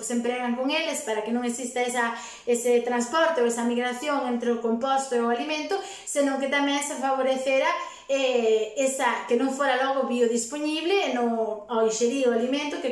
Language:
Galician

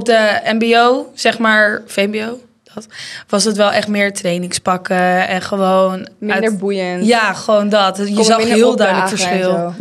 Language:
Dutch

